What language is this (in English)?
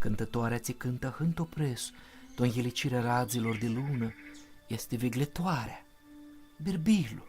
Aromanian